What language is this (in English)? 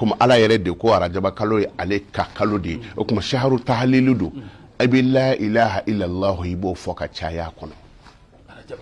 Bambara